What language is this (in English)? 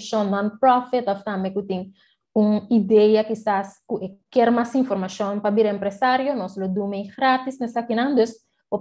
Papiamento